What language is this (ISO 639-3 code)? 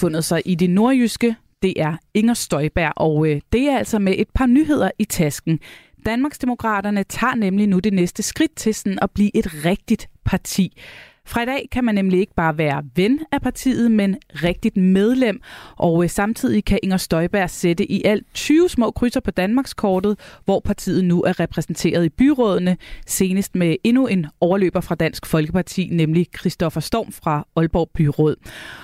dan